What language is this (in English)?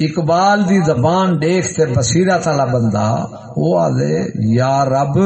Saraiki